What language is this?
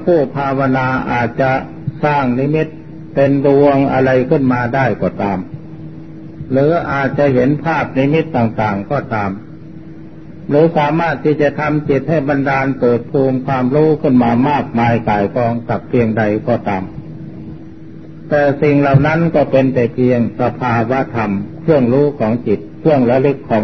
Thai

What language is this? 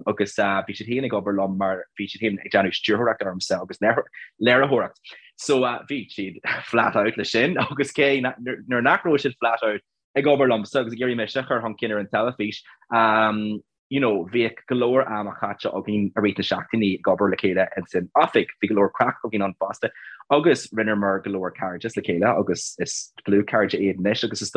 Irish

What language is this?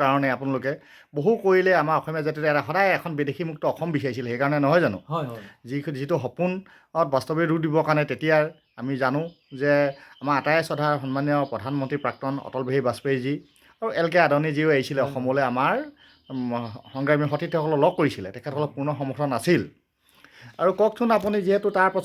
Assamese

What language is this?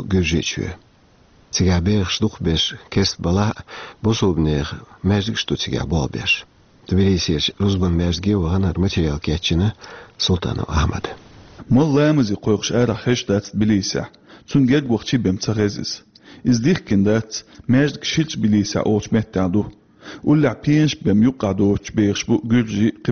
Chechen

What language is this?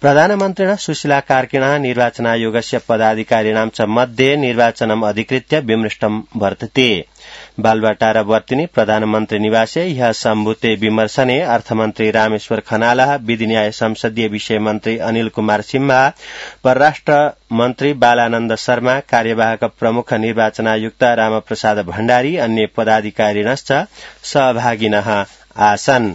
Sanskrit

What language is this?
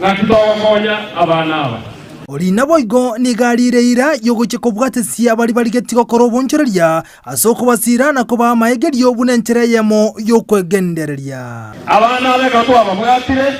Gusii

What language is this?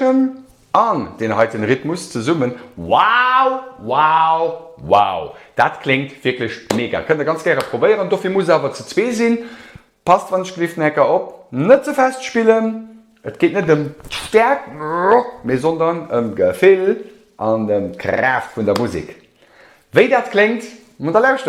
Luxembourgish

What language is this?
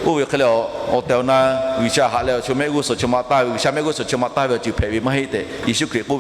Lahu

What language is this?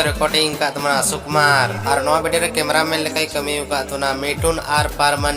Santali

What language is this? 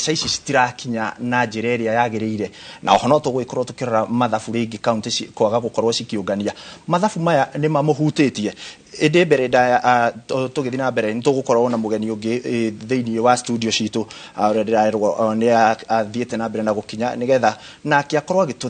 Kikuyu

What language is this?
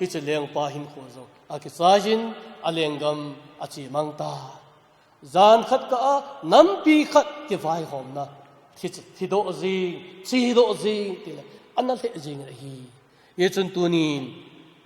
Thado Chin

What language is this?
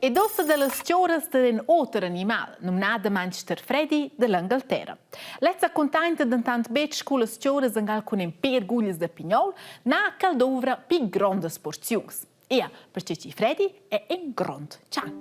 Romansh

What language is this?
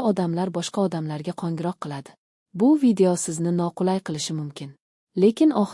Uzbek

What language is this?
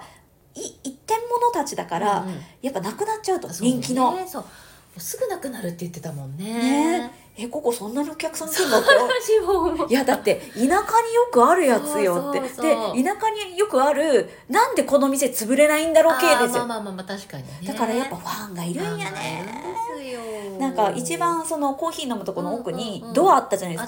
Japanese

